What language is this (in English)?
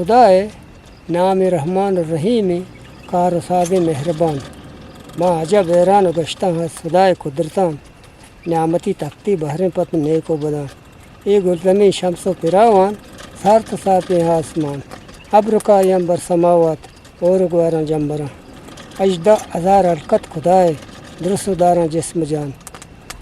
Eastern Balochi